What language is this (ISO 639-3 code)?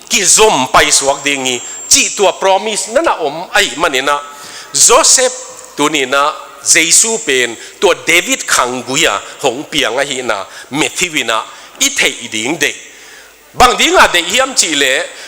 ctd